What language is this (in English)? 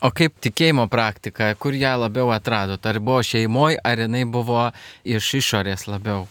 Lithuanian